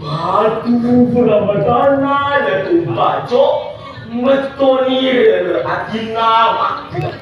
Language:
Buginese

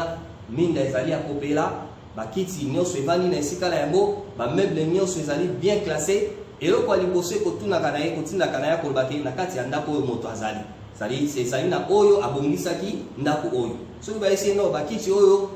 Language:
Lingala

